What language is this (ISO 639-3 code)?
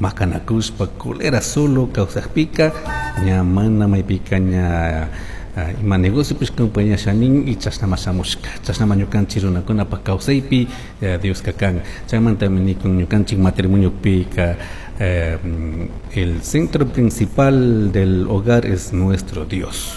qug